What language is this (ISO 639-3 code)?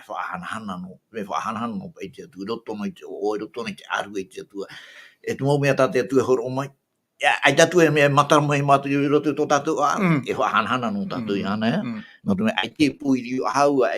tah